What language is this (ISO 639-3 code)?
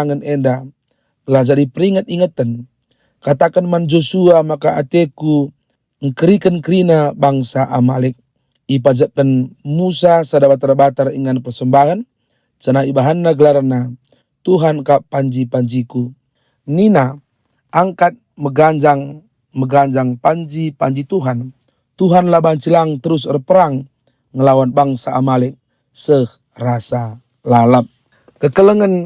btx